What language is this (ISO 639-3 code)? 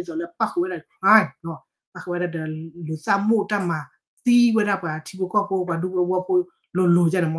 ksw